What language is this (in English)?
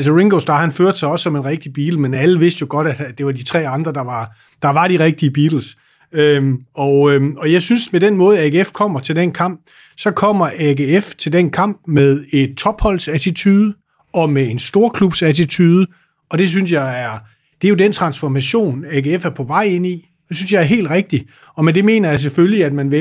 Danish